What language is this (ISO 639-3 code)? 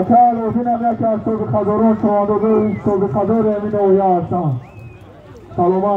tgk